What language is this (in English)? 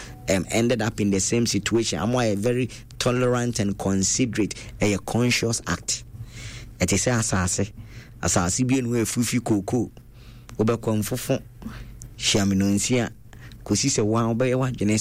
Akan